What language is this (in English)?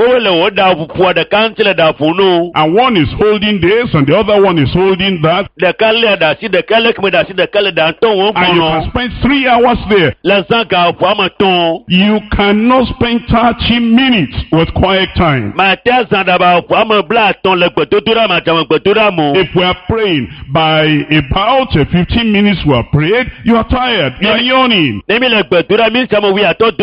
Ewe